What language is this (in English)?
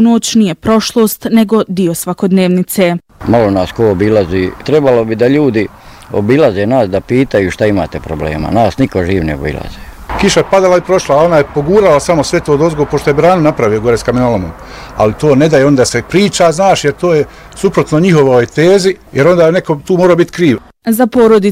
Bosnian